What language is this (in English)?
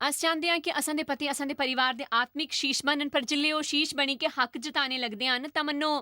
Dogri